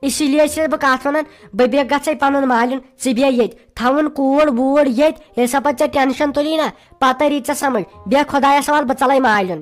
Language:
Kashmiri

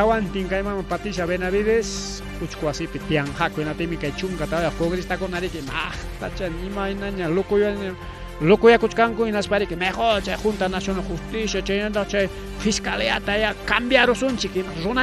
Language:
Ayacucho Quechua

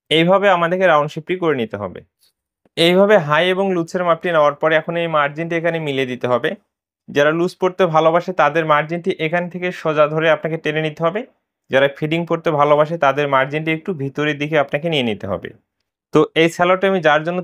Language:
Bangla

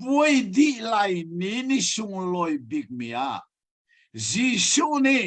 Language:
Hakha Chin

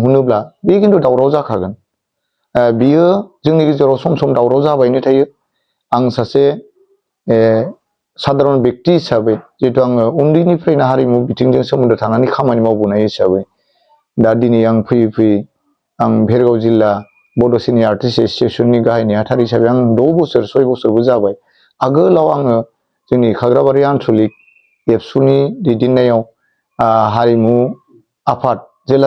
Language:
Bodo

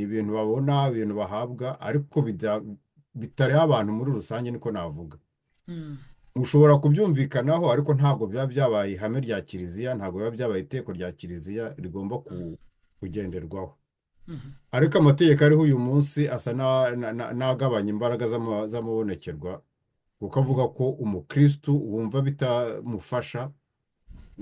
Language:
Kinyarwanda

